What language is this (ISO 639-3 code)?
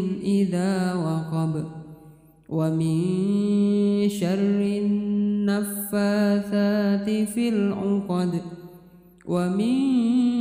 ara